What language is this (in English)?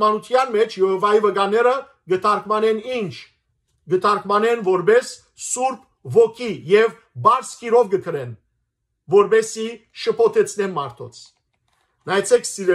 Western Armenian